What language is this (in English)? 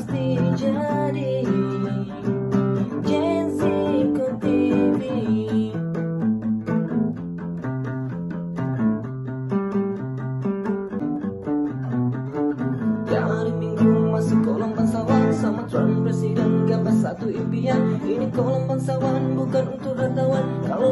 Malay